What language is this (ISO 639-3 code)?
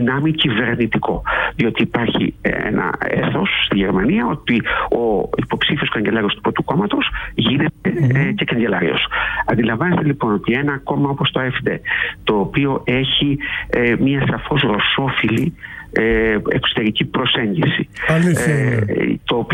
ell